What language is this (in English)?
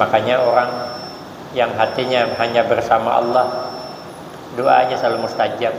Banjar